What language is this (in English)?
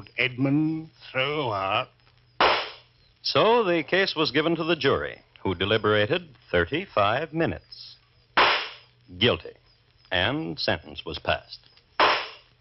English